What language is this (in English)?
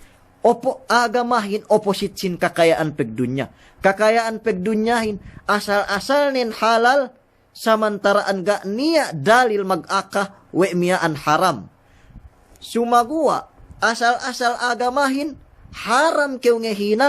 Yakan